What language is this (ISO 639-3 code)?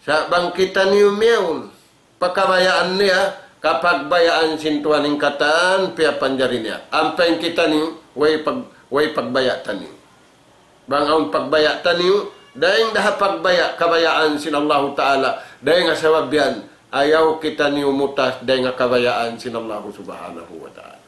tsg